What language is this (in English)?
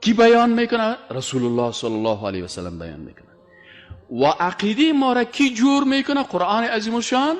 Persian